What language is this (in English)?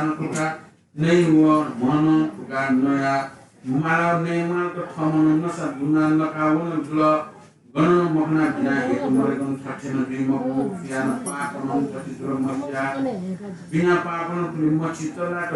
Newari